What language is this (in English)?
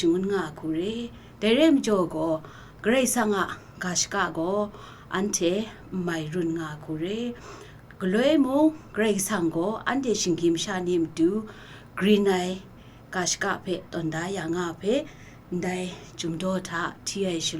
Kachin